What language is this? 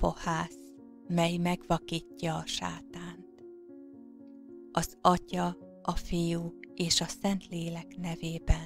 Hungarian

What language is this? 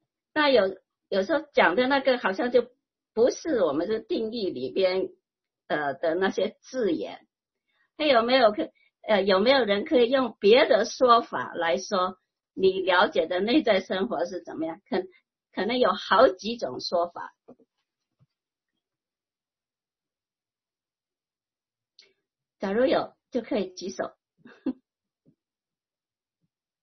Chinese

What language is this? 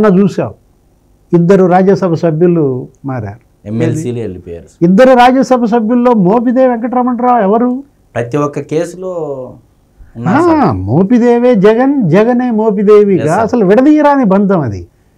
Telugu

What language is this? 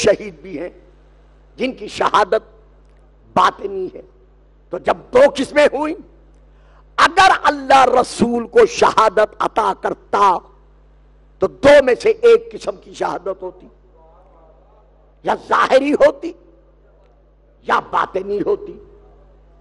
Urdu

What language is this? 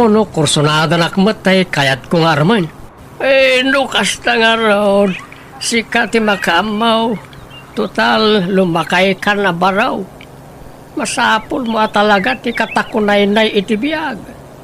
Iloko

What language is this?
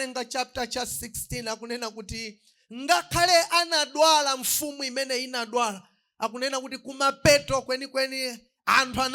Nyanja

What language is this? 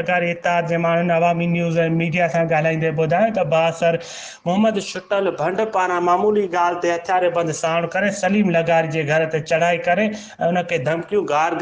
Sindhi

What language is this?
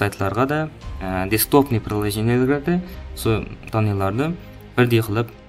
Kara-Kalpak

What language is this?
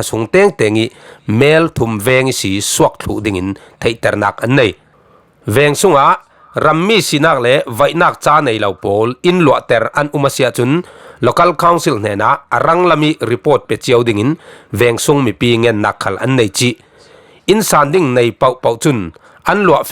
Falam Chin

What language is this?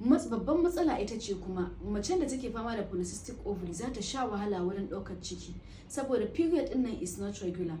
Hausa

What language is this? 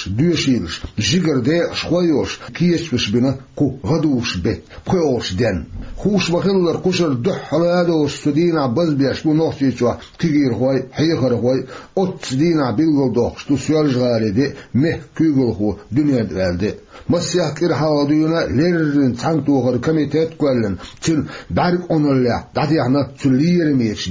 Chechen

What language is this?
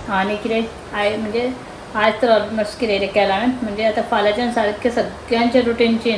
Konkani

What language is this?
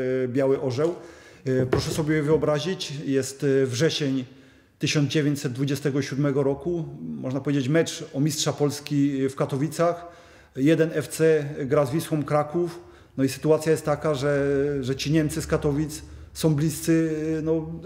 Polish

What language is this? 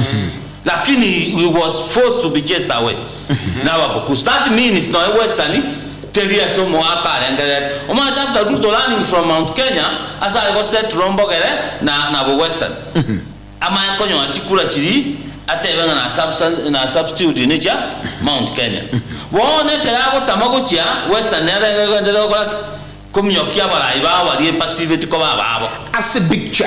Gusii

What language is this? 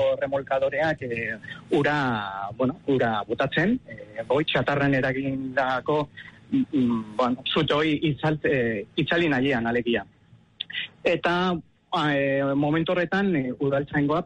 Basque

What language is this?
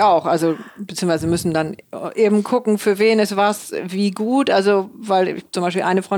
German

